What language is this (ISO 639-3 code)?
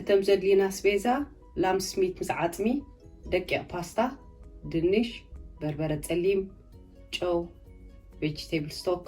tir